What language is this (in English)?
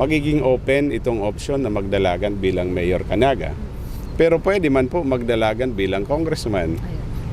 Bikol